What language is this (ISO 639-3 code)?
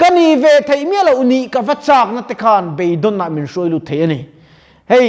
lus